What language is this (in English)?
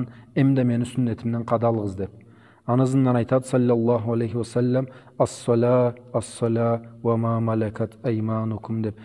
Karachay-Balkar